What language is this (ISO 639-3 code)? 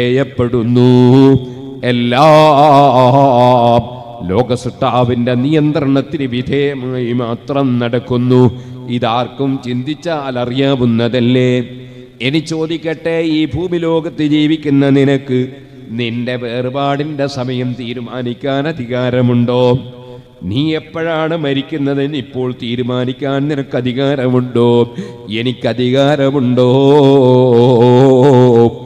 mal